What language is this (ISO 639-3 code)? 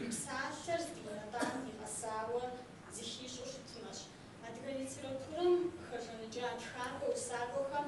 kbd